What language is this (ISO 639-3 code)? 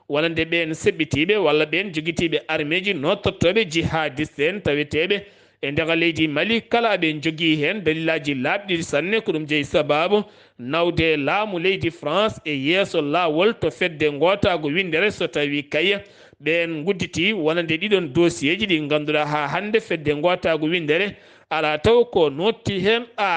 ful